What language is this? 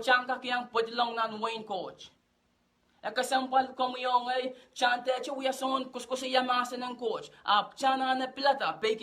Pohnpeian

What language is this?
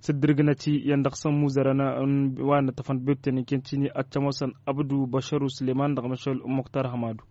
Tamasheq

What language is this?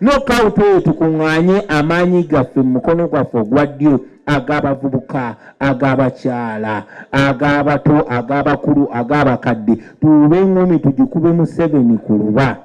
Ganda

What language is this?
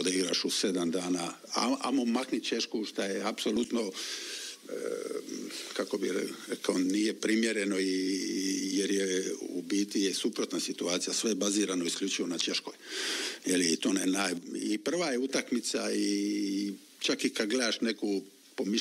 Croatian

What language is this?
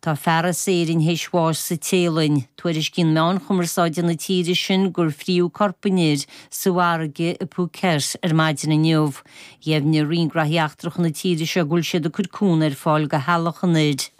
Irish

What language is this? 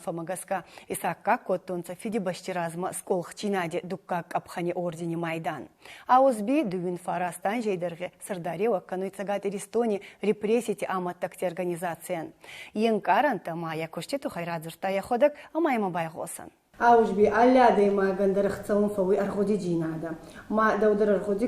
Ossetic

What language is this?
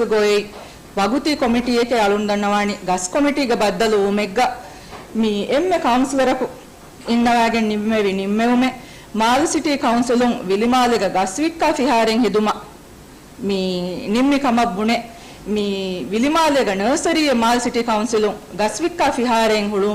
Divehi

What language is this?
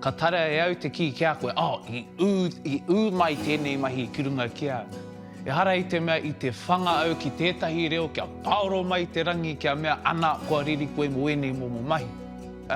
Māori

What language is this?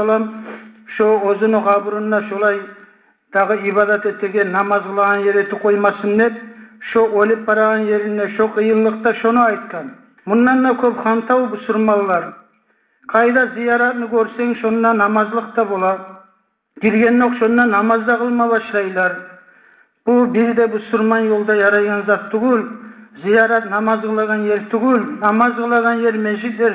Kumyk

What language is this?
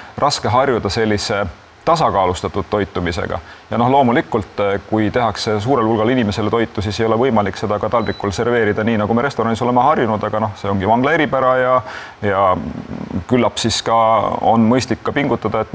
Estonian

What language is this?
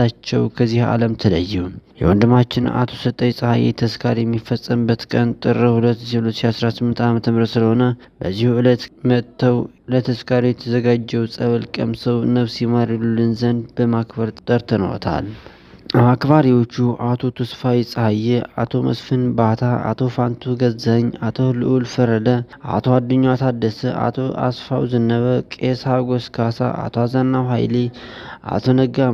Amharic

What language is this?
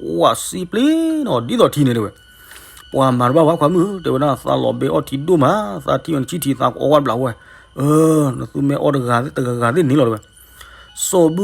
S'gaw Karen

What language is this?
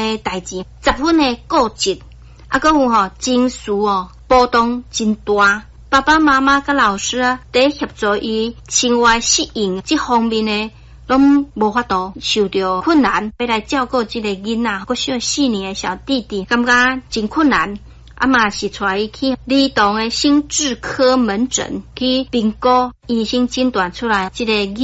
Min Nan Chinese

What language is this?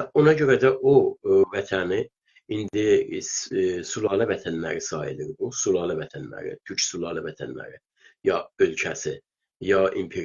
South Azerbaijani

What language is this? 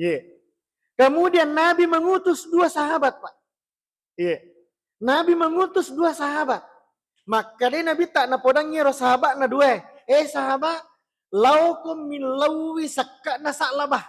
Buginese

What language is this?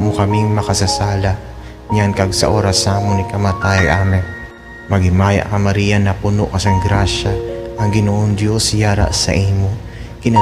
Hiligaynon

